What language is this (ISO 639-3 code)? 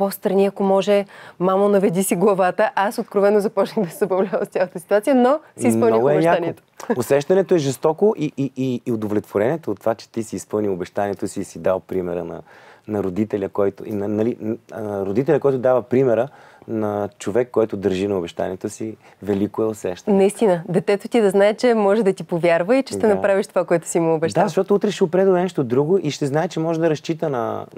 bul